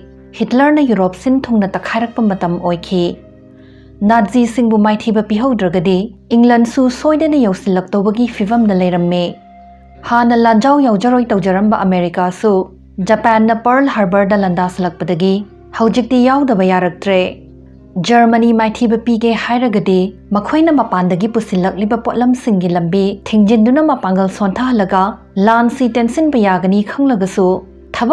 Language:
Manipuri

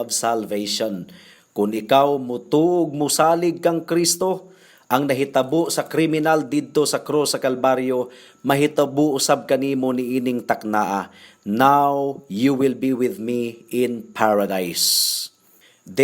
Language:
Cebuano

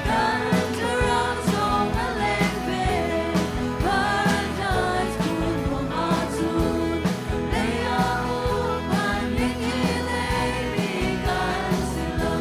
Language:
Hakha Chin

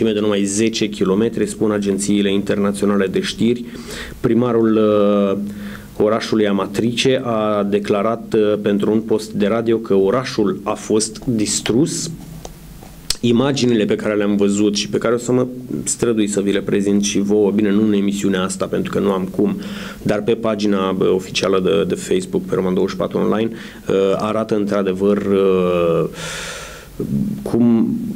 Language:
Romanian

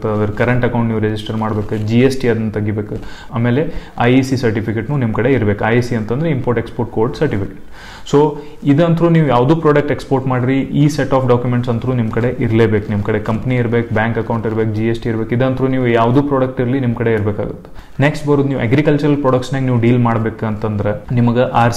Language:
Kannada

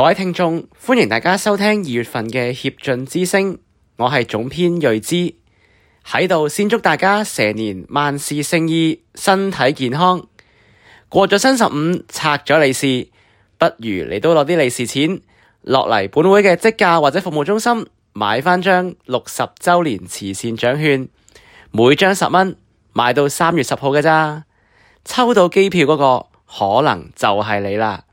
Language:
Cantonese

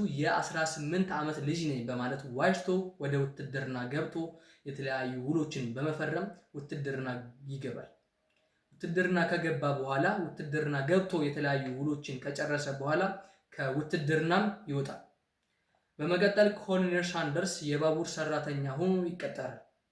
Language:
Amharic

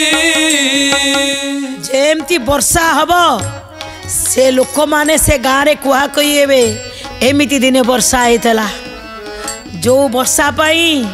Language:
Odia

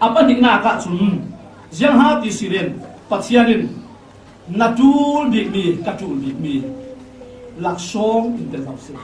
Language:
Falam Chin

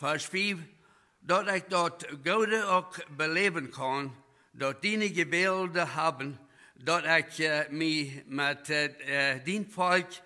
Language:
Plautdietsch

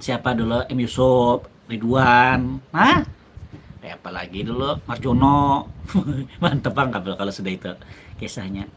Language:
Banjar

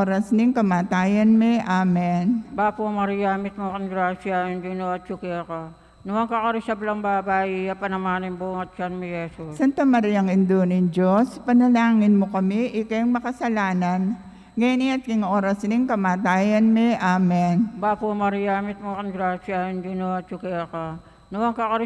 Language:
Pampanga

